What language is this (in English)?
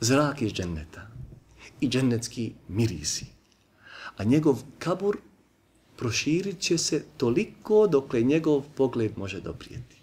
Bosnian